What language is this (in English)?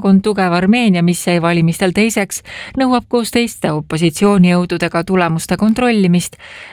Estonian